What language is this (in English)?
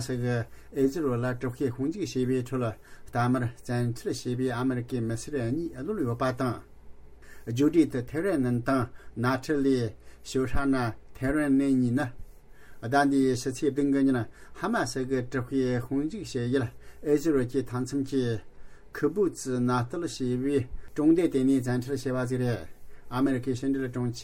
Tibetan